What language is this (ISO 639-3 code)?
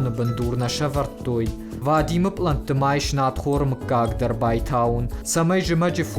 oss